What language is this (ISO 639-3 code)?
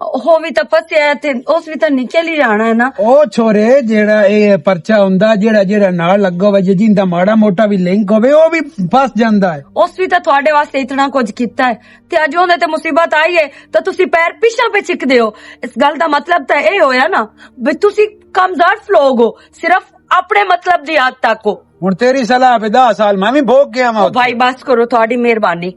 lah